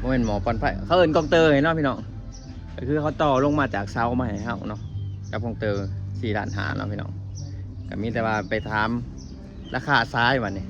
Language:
Lao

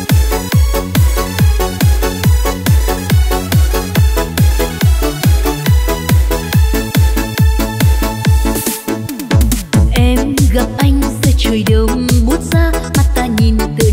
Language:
Vietnamese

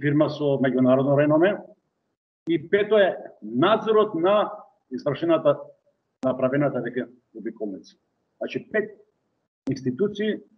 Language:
Macedonian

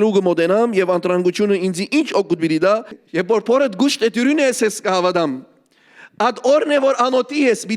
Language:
Western Armenian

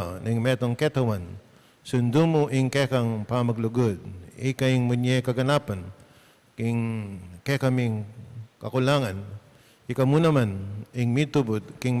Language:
Pampanga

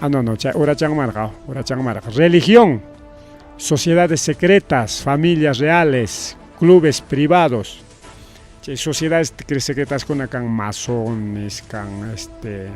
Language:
Ayacucho Quechua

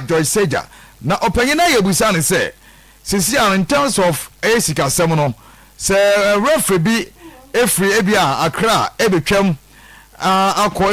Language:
Akan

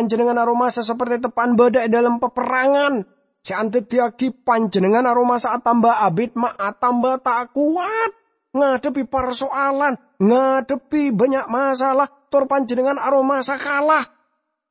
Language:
Madurese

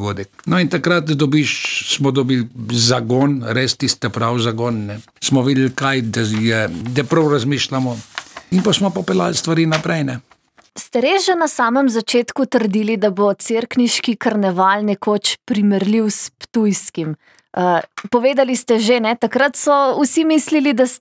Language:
Slovenian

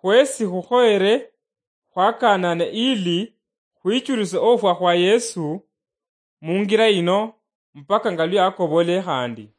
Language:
Luyia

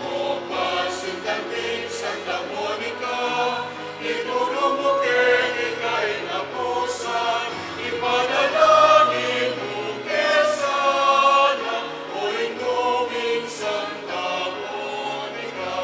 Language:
Pampanga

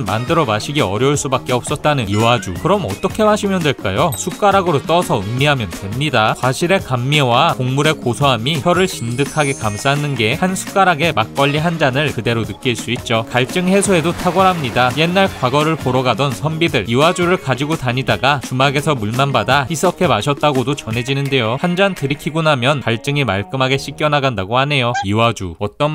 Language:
Korean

